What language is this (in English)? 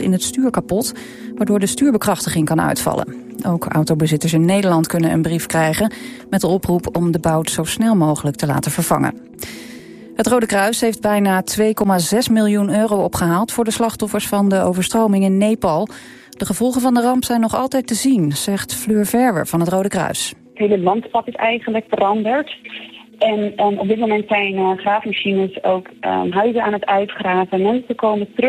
Dutch